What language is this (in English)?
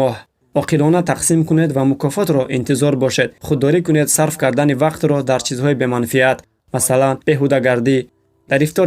Tajik